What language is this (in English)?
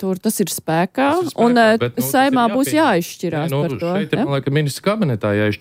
Latvian